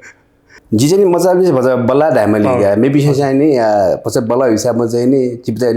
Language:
Newari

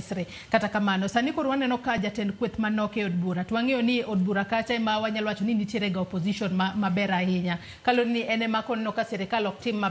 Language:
Luo (Kenya and Tanzania)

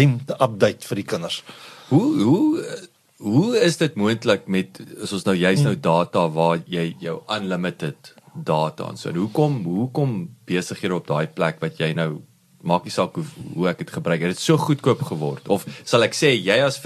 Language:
Afrikaans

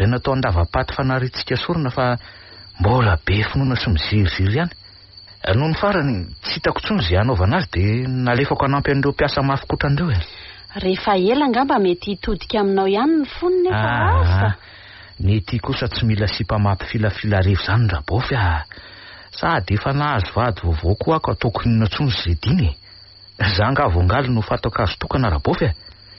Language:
Malagasy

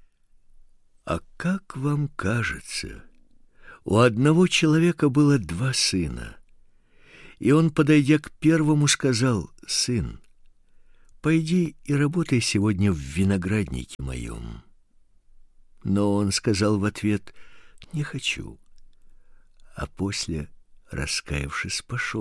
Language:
Russian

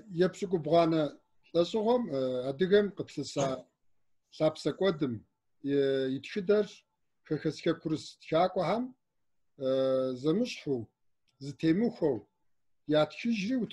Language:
Kabardian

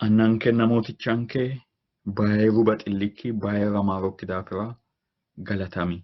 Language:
Sidamo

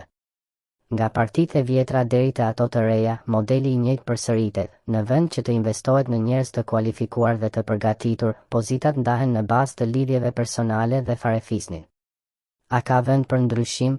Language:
Albanian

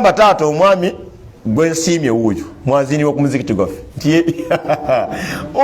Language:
Ganda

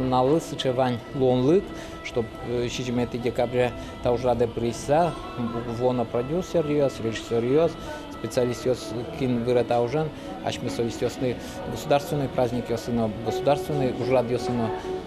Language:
Udmurt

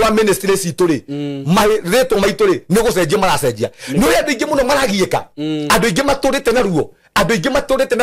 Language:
Kikuyu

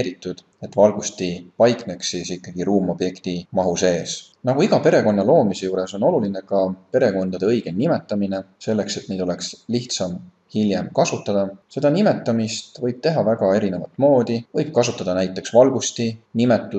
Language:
Estonian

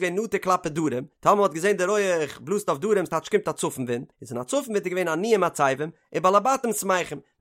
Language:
Yiddish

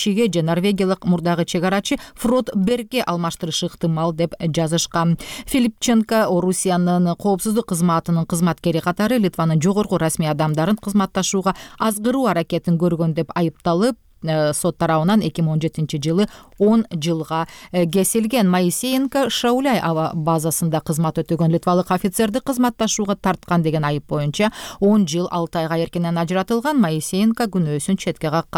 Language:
Kyrgyz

